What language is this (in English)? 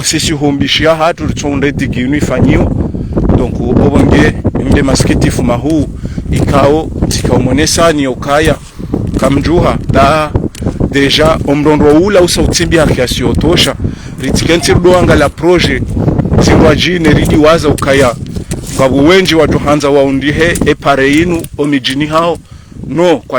Ngazidja Comorian